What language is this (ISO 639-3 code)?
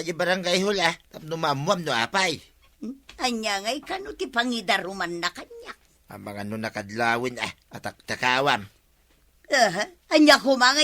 ilo